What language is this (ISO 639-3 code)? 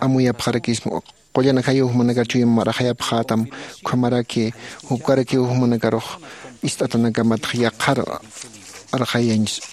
aym